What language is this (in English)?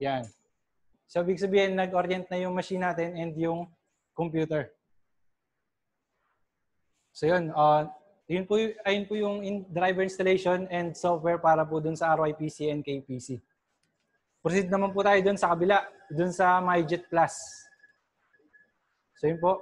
Filipino